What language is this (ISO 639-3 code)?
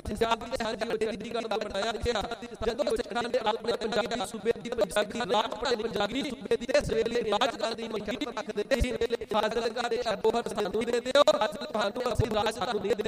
pan